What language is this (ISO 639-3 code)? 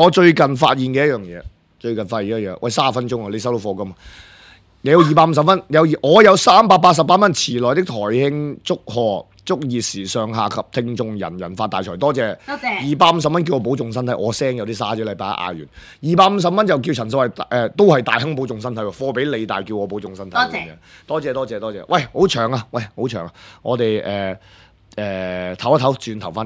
yue